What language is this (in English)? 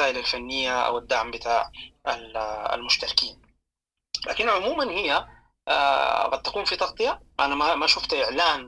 Sudanese Arabic